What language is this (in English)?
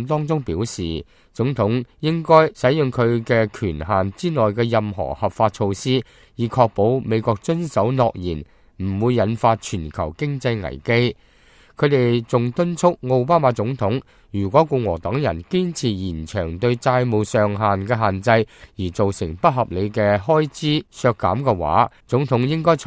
Cantonese